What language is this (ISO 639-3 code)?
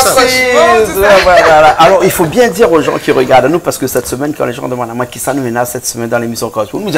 rcf